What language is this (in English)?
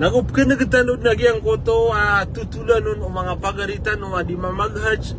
Maranao